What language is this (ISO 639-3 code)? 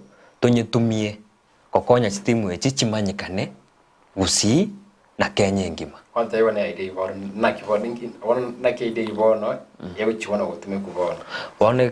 guz